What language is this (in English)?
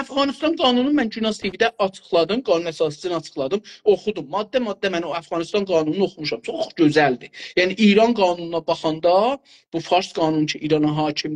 South Azerbaijani